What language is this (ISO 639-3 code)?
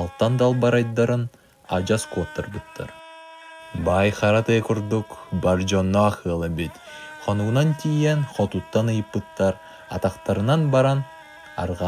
sah